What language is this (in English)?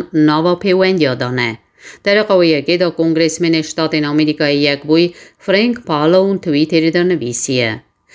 Kurdish